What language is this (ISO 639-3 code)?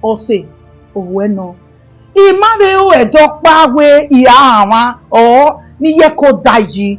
bin